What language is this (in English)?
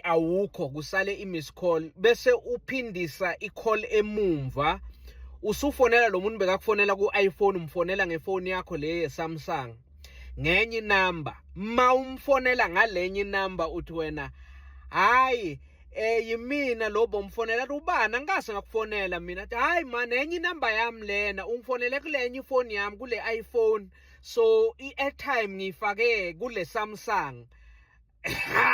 Zulu